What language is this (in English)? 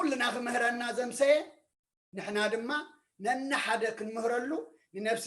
Tigrinya